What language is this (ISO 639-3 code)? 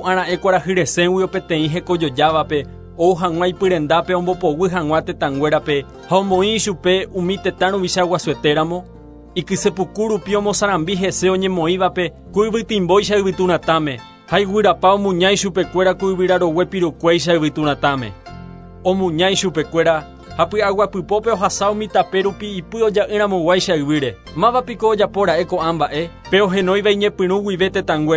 grn